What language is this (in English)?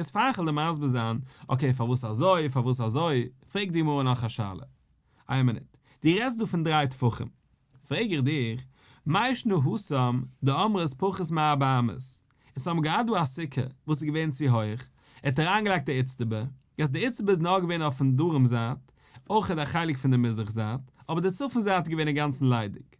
Yiddish